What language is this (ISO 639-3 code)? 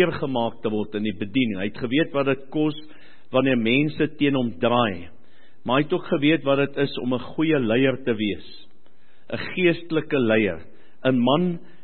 afr